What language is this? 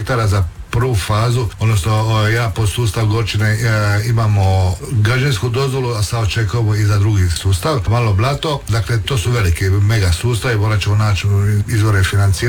Croatian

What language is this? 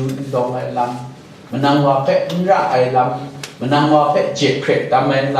Kachin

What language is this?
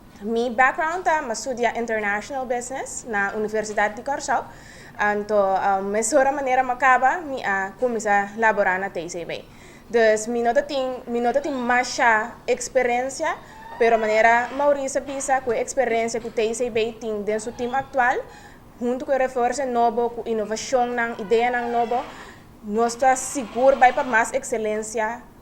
Papiamento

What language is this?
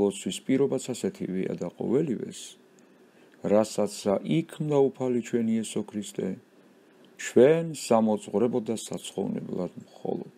Georgian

